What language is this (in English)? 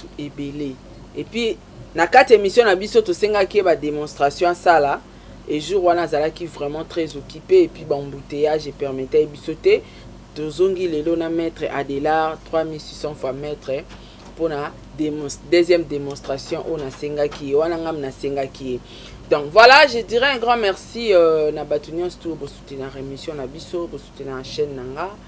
Lingala